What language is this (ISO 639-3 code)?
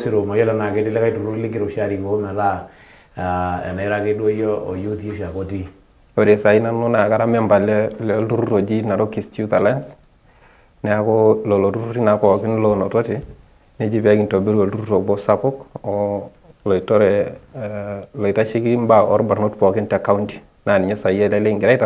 mas